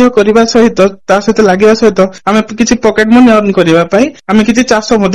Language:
Odia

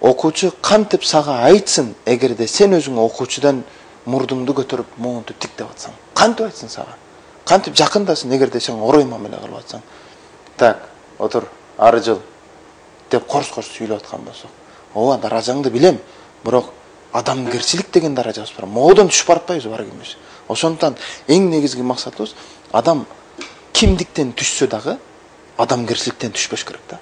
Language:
Kyrgyz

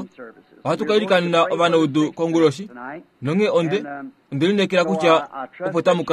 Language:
Kuanyama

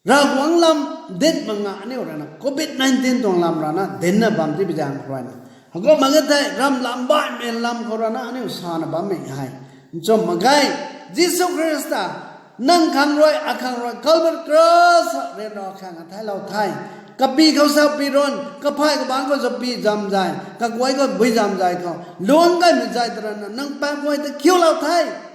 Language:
Rongmei Naga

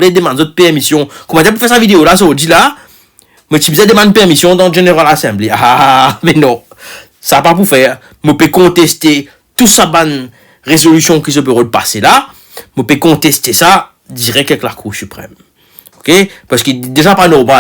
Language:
Morisyen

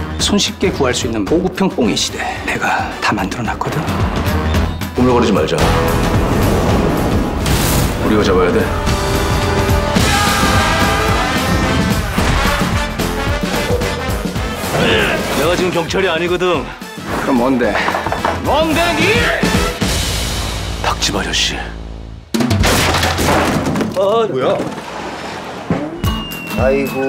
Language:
Korean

